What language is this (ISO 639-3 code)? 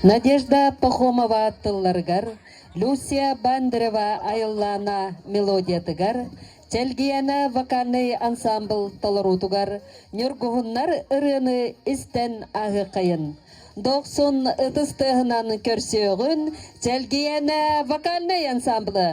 sah